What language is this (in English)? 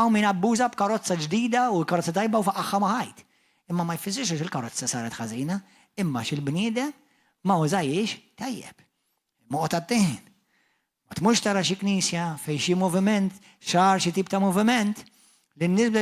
Maltese